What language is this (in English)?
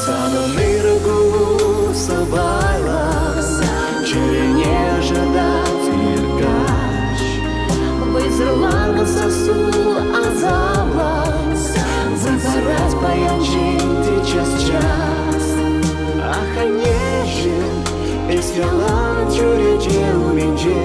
Chuvash